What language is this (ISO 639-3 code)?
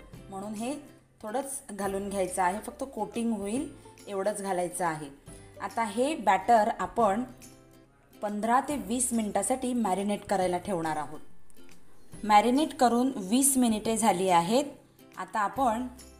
mar